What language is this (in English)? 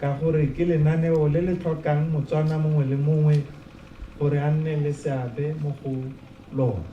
Tswana